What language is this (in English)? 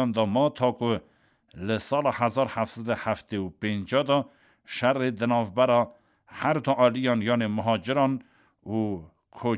Kurdish